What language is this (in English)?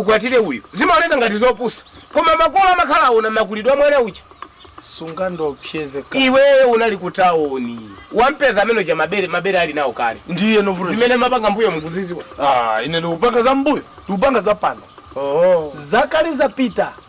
Nyanja